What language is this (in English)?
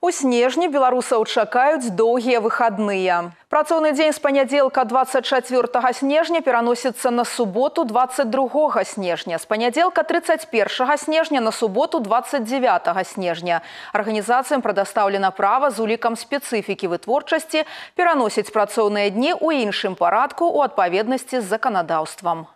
Belarusian